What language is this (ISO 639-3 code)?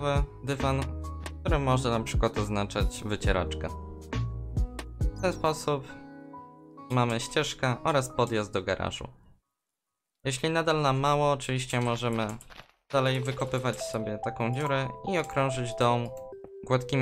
pol